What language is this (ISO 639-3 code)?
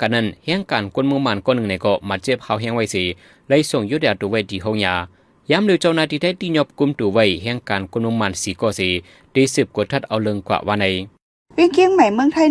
shn